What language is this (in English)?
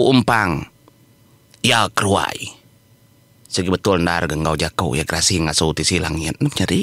Iban